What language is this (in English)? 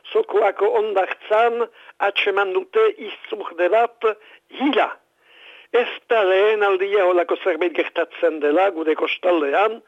Basque